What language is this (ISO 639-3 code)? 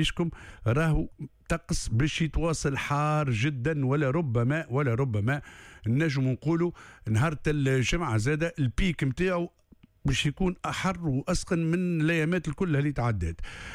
aeb